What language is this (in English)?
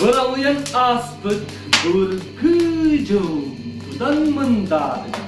Yakut